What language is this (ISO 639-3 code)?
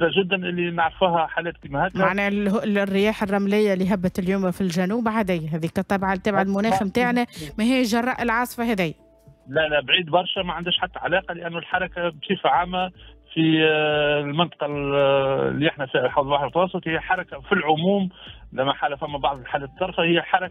aeb